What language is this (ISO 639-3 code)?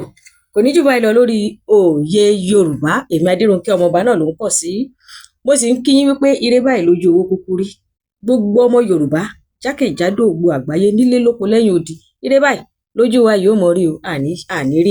yor